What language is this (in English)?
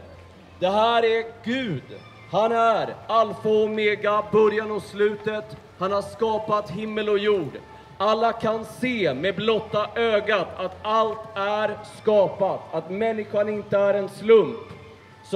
Swedish